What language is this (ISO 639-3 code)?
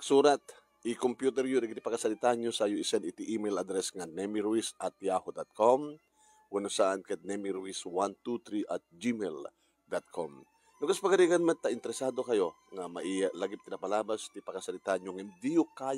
ilo